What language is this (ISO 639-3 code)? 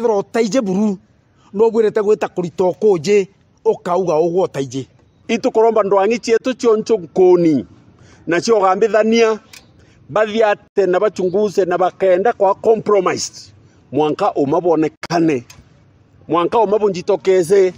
mer